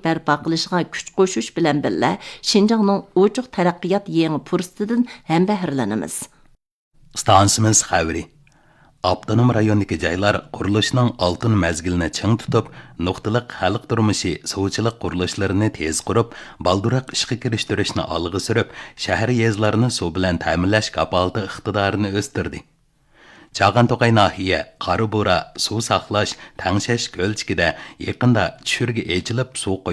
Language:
Uyghur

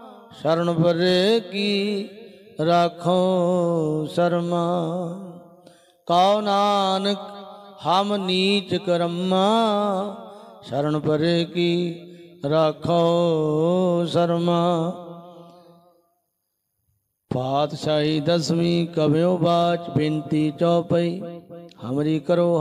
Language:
Punjabi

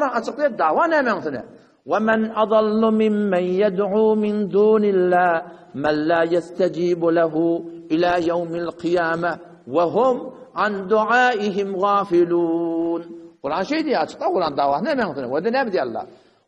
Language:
Turkmen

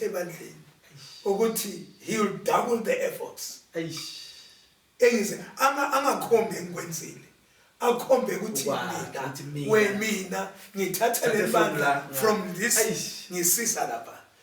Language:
Zulu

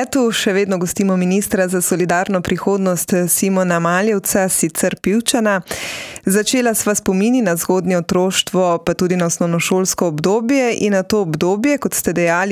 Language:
Slovenian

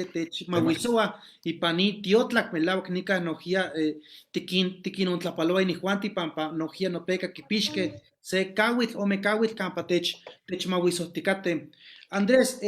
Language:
Eastern Huasteca Nahuatl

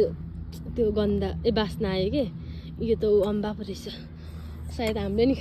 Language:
Nepali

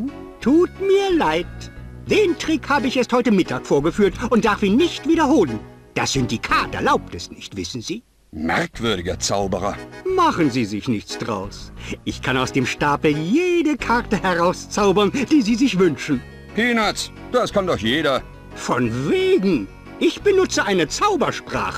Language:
Bavarian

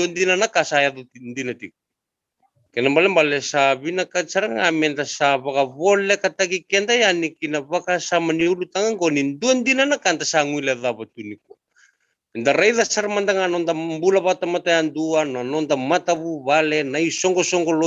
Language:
Fijian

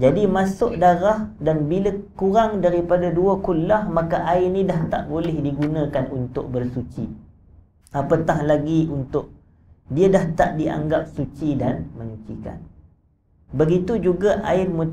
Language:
Malay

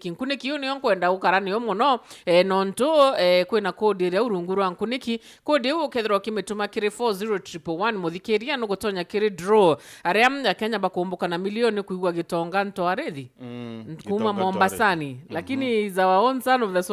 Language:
Meru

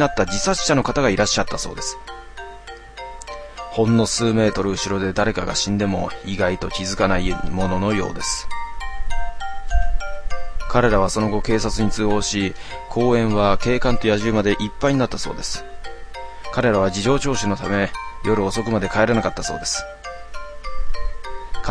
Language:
Japanese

